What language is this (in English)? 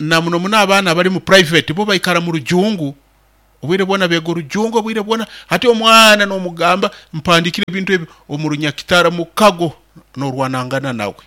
Nyoro